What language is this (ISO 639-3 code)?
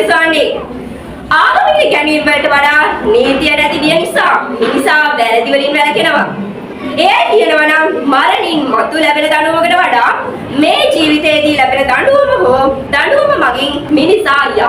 sin